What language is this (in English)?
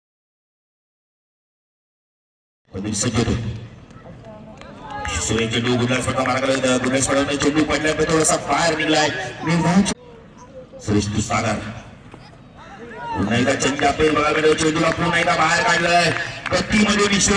Marathi